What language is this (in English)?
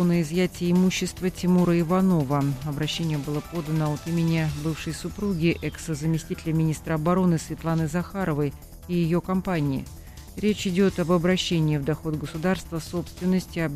Russian